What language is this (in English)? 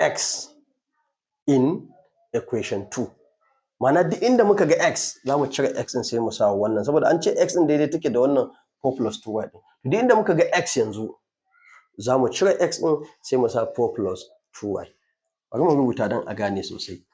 Hausa